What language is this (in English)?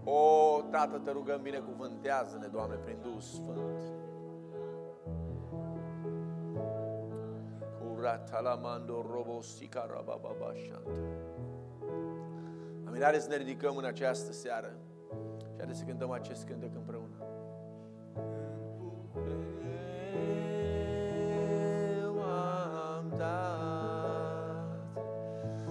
Romanian